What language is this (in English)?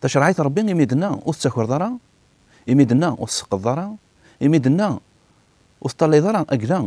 Kabyle